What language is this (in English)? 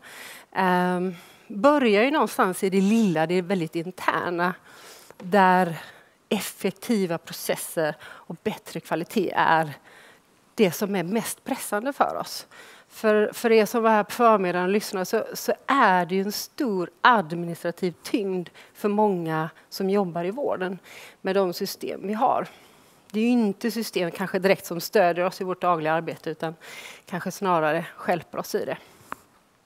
Swedish